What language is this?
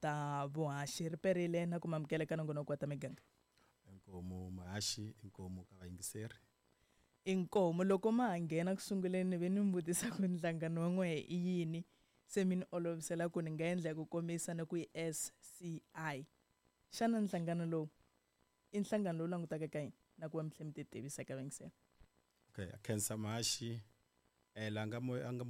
Tsonga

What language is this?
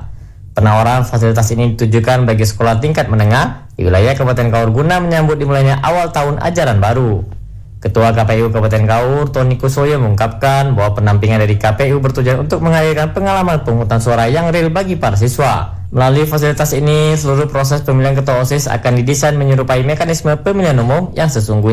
Indonesian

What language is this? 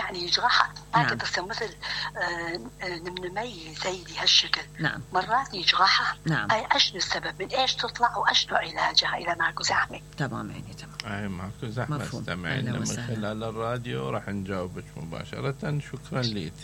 Mesopotamian Arabic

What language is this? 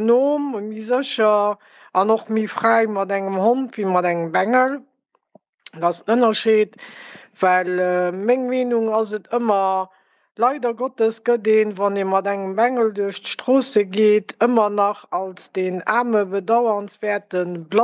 Luxembourgish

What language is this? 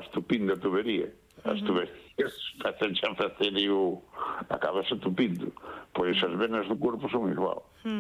Galician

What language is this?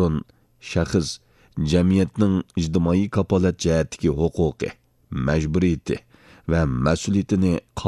Uyghur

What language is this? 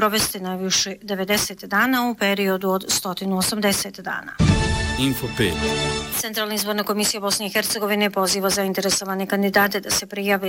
Bosnian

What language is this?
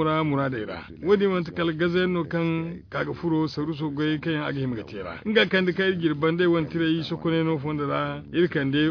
Zarma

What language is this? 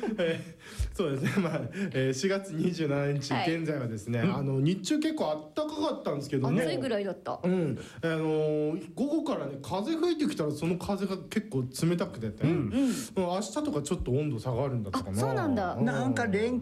Japanese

